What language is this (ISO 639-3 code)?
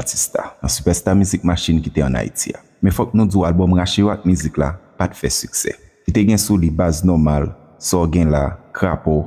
hat